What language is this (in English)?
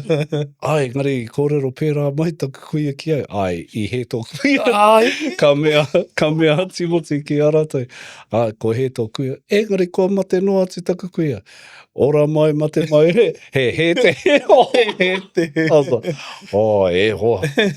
Māori